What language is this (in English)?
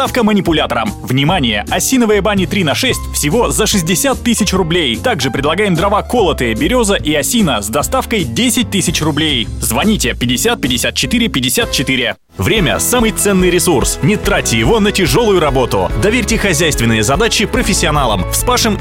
Russian